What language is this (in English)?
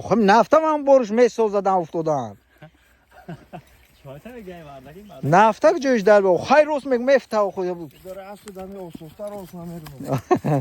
Tajik